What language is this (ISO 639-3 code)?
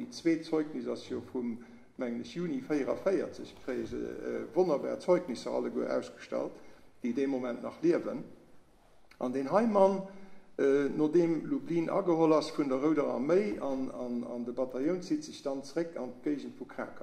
ltz